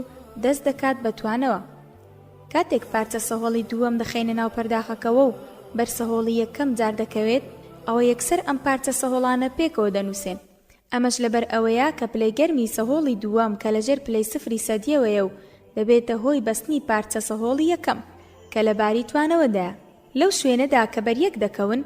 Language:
Central Kurdish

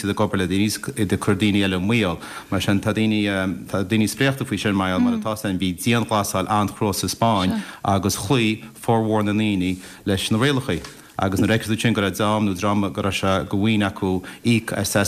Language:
Irish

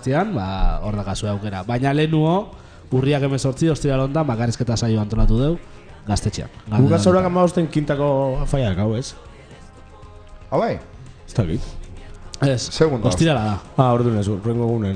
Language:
Basque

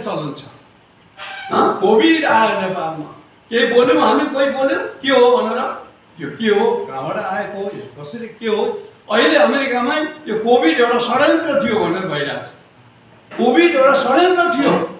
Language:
Nepali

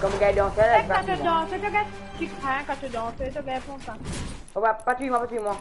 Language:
Morisyen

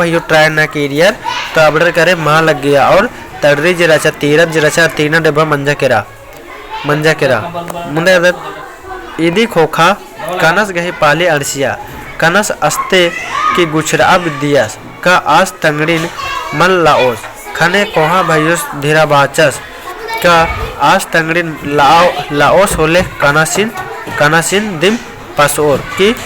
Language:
Kurukh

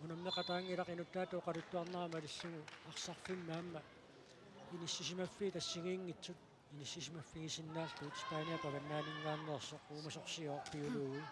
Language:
Kalaallisut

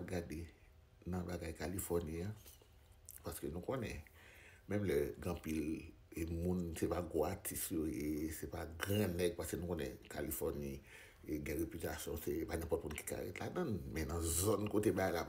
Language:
Haitian Creole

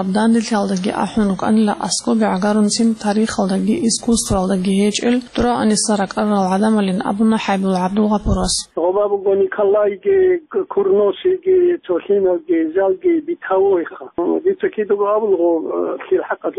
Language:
Avaric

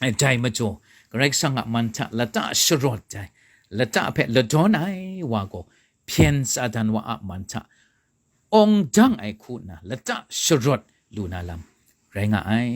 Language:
Kachin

